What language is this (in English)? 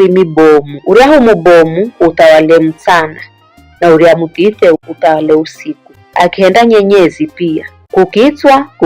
Giryama